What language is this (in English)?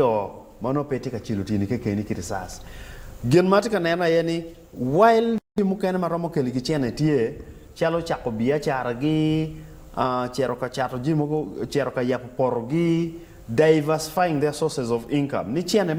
Acoli